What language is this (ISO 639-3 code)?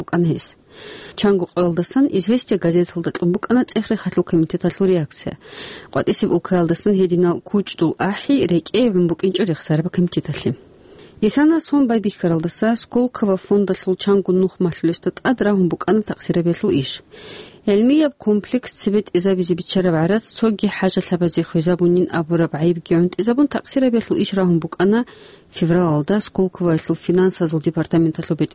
ava